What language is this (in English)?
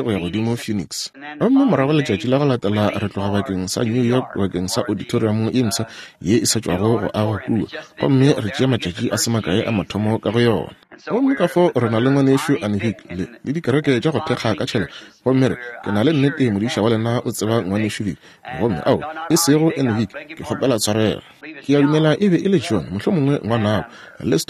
Northern Sotho